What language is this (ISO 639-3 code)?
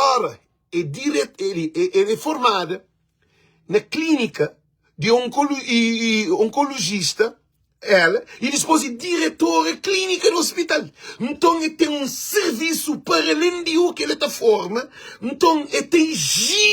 kea